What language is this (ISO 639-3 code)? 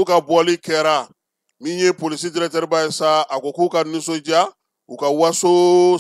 bam